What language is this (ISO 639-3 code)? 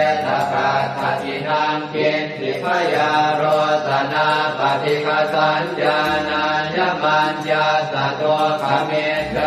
pli